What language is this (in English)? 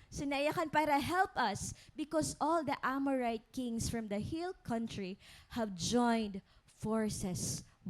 Waray